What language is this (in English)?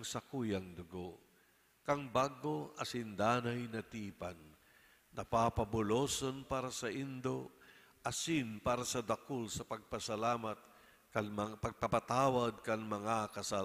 Bikol